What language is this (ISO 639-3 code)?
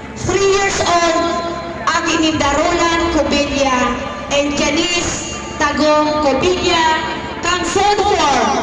bik